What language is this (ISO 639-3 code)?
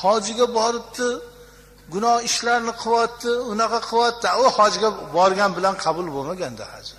uzb